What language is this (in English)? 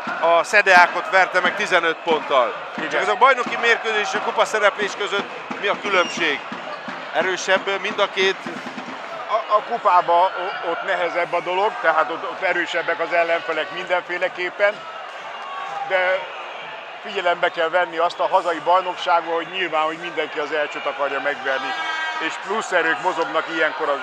Hungarian